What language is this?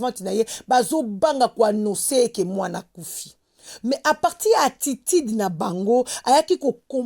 Lingala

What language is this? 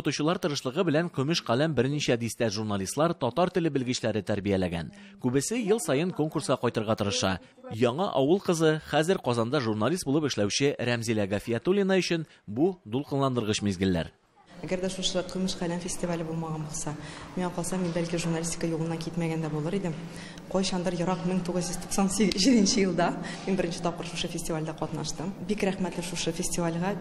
Tatar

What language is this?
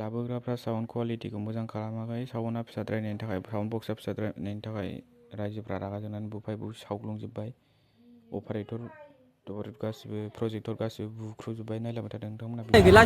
Bodo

